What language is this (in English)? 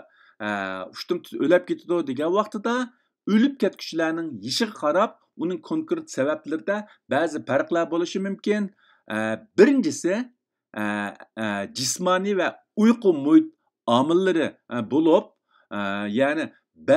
Uyghur